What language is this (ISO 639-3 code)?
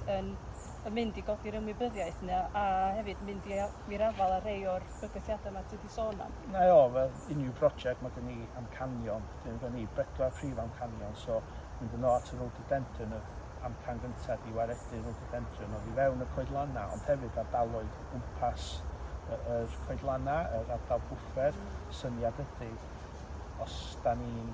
cym